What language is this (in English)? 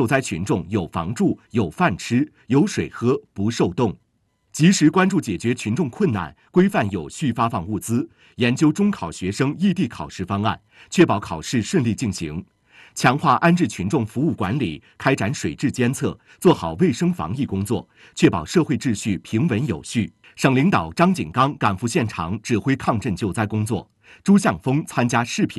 Chinese